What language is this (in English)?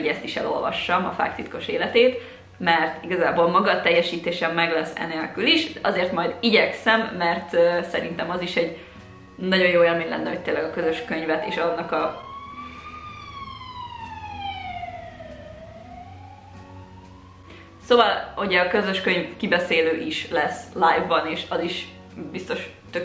Hungarian